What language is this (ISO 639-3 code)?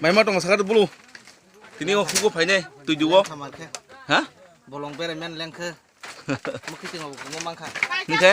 trp